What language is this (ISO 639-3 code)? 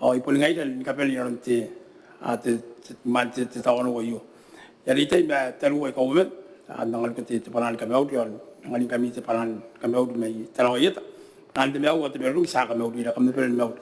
gil